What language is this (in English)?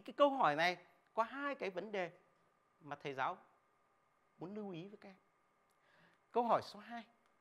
Vietnamese